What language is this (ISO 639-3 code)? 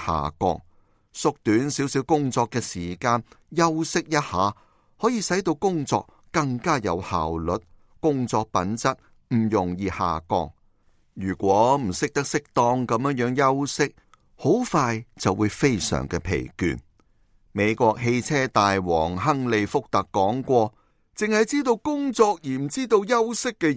yue